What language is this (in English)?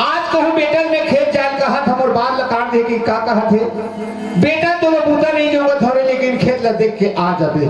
Chhattisgarhi